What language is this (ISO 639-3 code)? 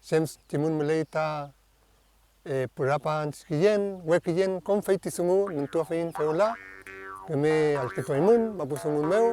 arn